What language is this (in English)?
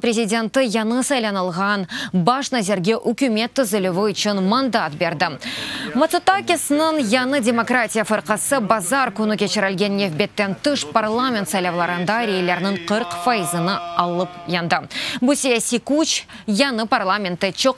Crimean Tatar